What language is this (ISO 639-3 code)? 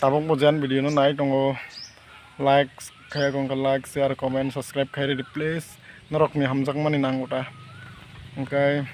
trp